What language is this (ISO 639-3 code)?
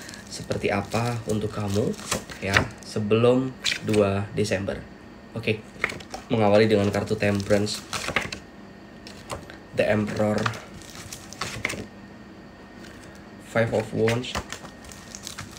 ind